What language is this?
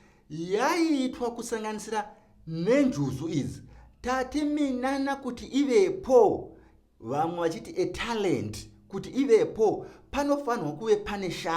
Shona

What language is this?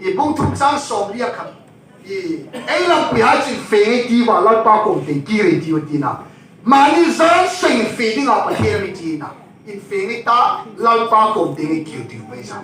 Hmar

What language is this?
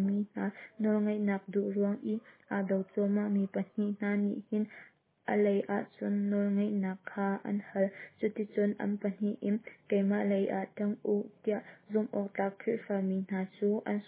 Hakha Chin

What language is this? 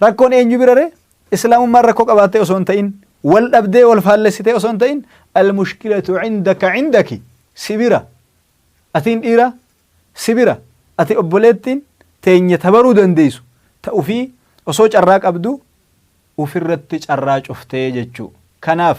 Oromo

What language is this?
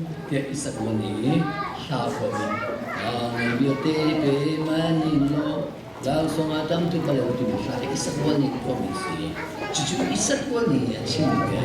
Hakha Chin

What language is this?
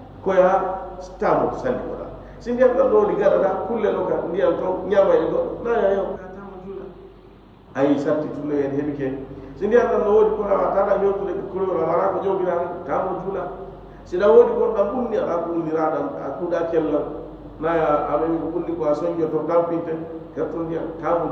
Fula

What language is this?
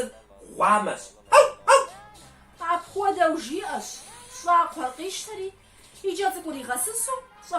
Kabardian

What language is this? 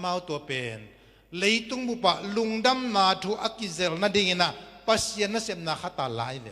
Tedim Chin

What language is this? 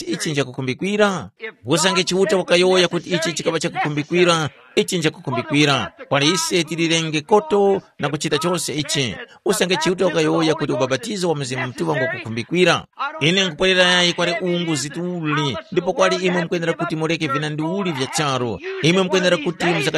Tumbuka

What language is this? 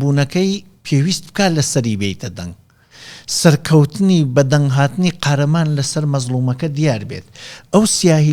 Central Kurdish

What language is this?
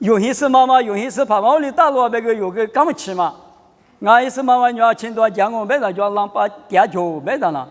Lisu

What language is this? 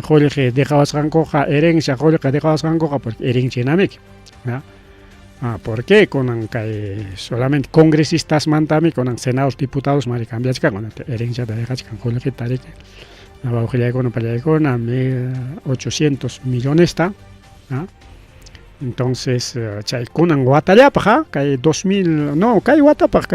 Ayacucho Quechua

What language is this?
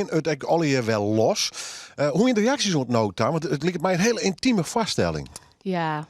Western Frisian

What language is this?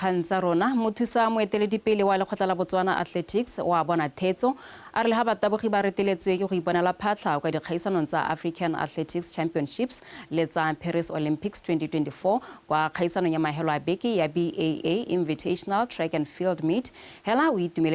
Tswana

